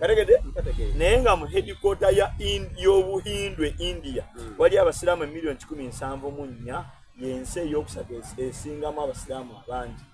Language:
Soga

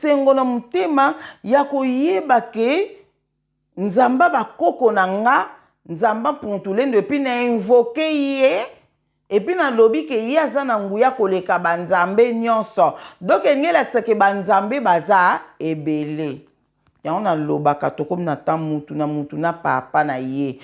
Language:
Lingala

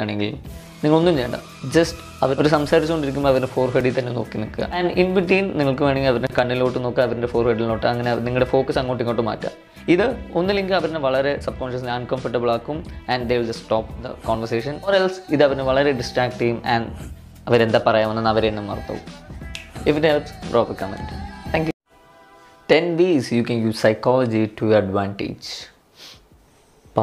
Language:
Malayalam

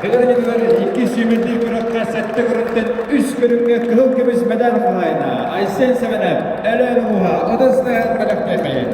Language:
Yakut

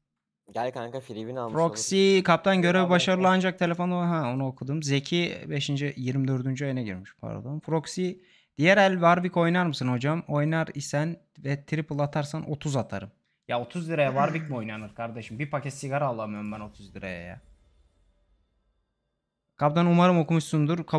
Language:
Turkish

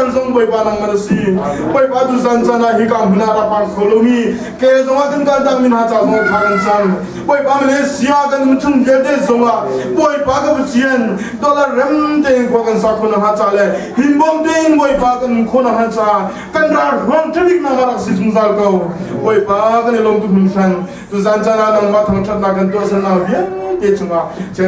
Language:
Hakha Chin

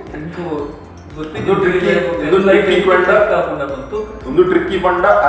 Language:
Tulu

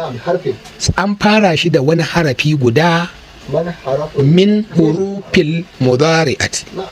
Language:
Hausa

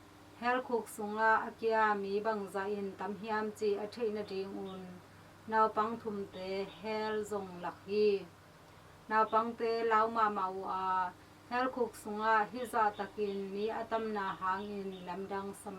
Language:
Tedim Chin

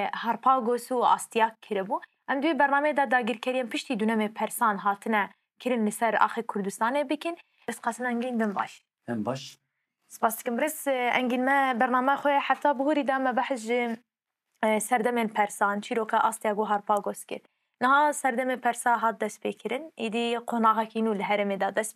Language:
Kurdish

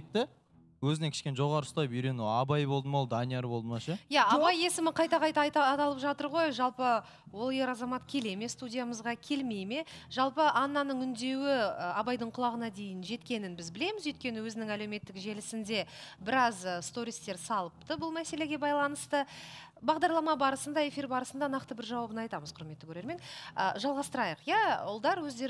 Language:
Kazakh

